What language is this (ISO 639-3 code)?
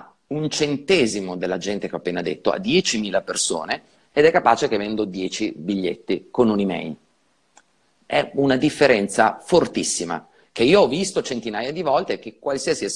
ita